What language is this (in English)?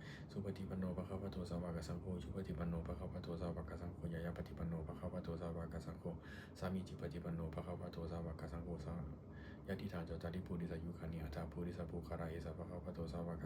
Pali